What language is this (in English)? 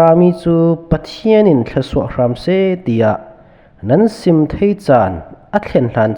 Falam Chin